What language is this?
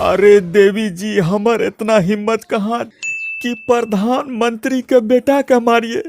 Maithili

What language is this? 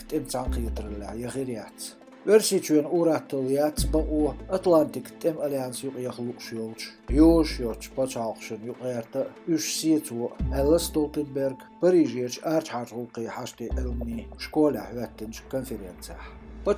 Chechen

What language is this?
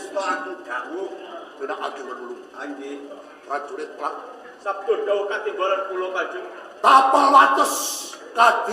Javanese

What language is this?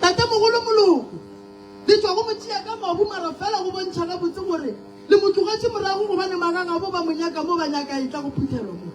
Northern Sotho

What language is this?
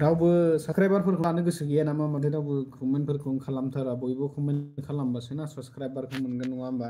Bodo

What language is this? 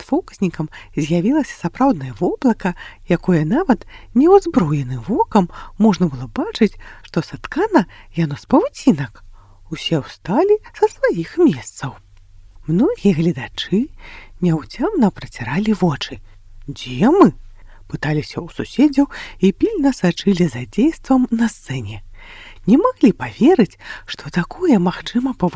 Belarusian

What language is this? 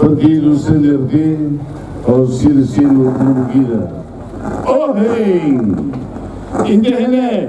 Tetum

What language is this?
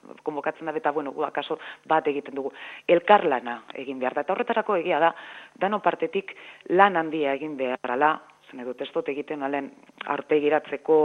Basque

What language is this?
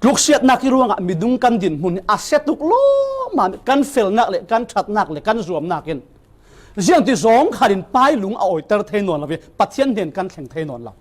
Falam Chin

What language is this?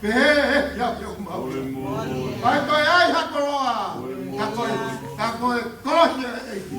Tongan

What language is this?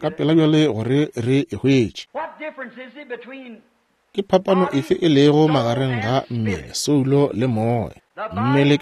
Northern Sotho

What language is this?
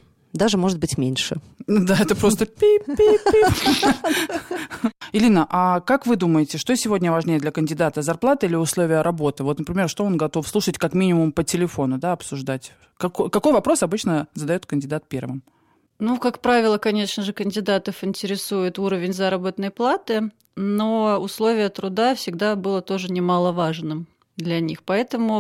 Russian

